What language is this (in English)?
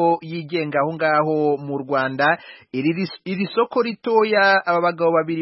Kinyarwanda